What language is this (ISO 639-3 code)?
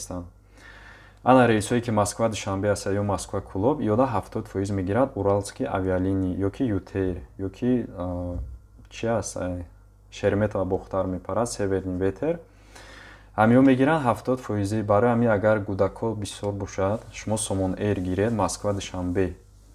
tgk